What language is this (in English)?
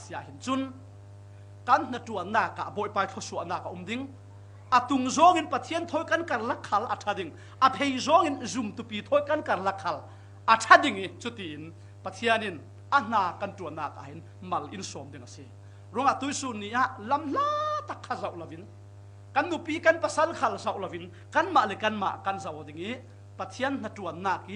Falam Chin